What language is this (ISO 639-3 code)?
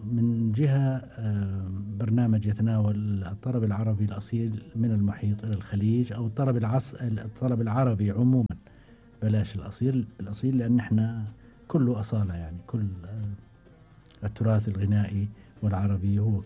afb